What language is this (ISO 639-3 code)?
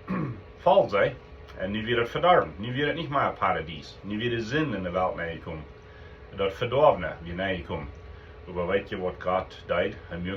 pdt